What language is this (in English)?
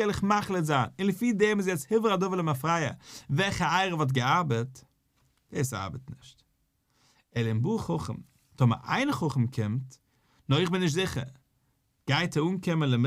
Yiddish